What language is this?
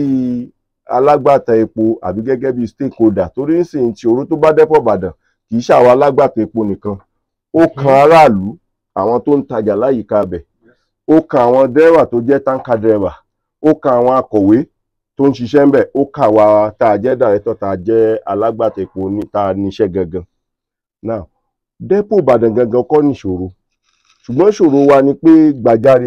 Yoruba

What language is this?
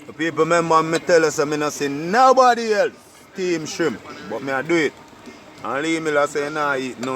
Jamaican Creole English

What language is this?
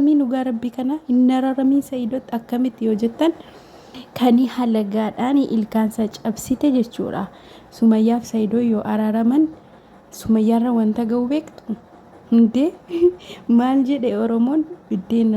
Oromo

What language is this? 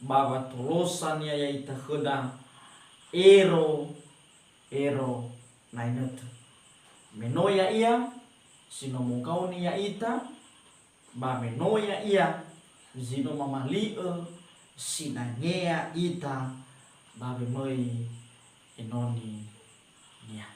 Nias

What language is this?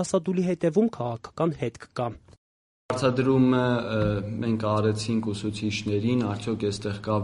Armenian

